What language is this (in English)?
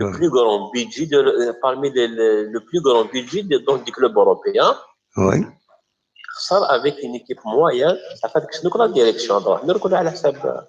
Kabyle